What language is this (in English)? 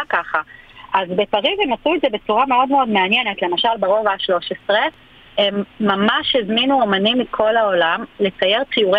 Hebrew